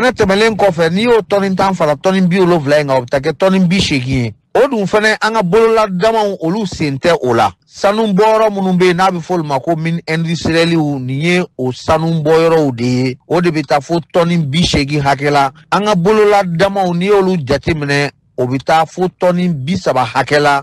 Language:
Bambara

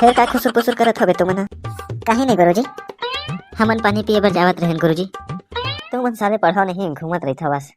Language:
Chhattisgarhi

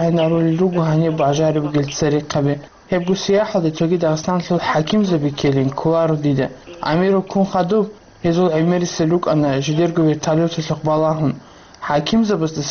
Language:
Avaric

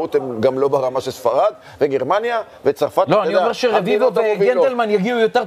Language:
Hebrew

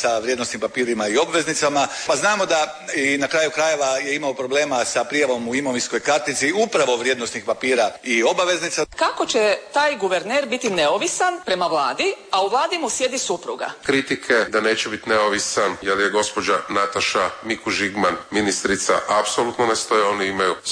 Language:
Croatian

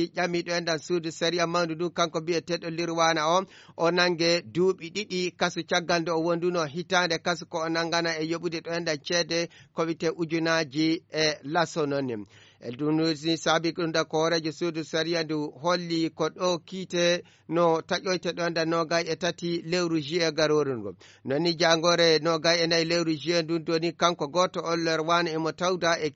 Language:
Fula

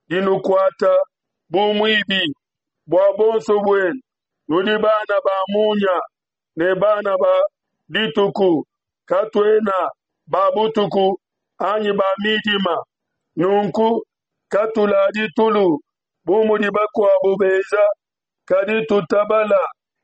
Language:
Luba-Lulua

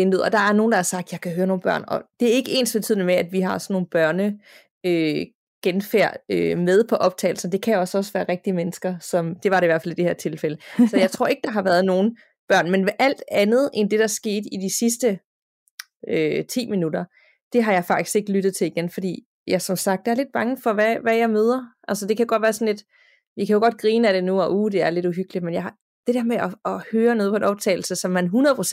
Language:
Danish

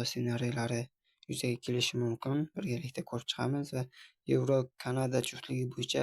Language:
Uzbek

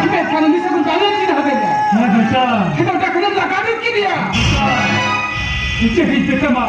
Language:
Santali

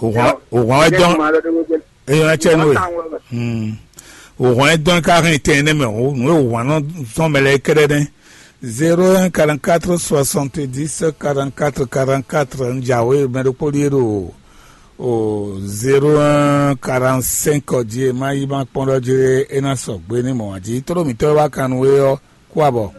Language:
Fon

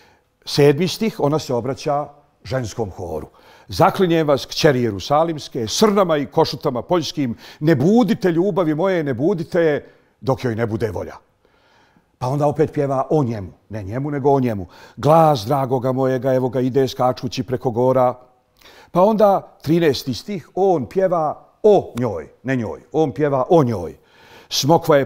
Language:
Bosnian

